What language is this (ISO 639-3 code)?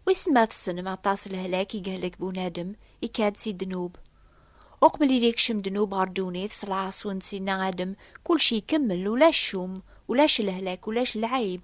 kab